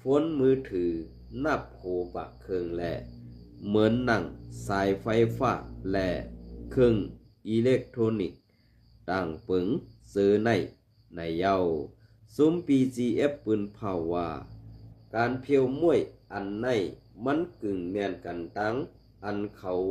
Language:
Shan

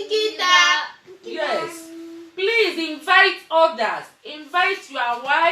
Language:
Igbo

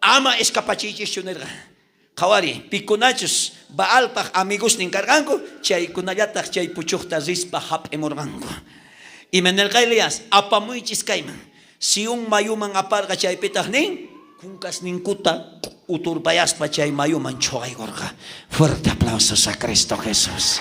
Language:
South Bolivian Quechua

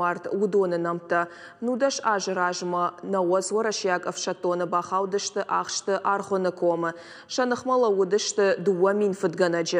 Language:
Ossetic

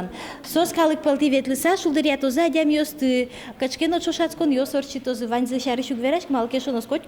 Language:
Udmurt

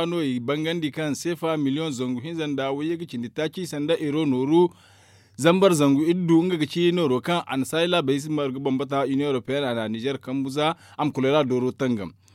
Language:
Zarma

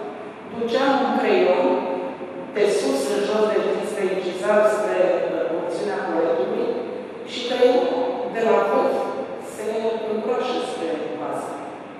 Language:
Romanian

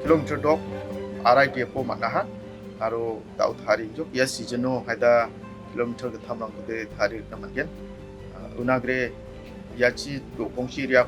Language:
Garo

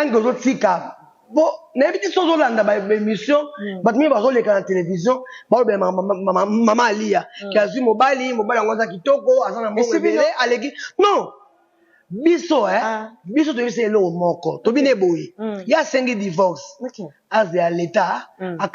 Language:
Lingala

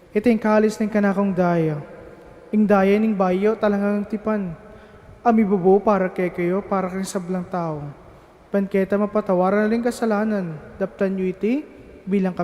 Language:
Pampanga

